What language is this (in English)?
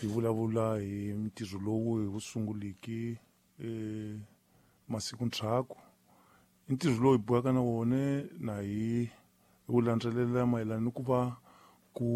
Tsonga